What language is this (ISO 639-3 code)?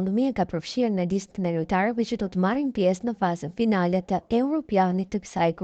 sqi